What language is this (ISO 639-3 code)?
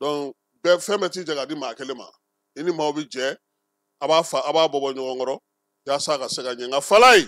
bam